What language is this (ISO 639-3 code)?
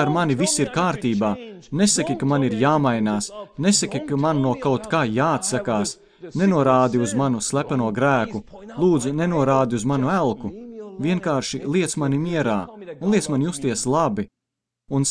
lav